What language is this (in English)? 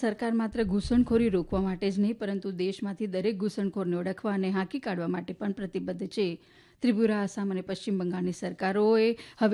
Gujarati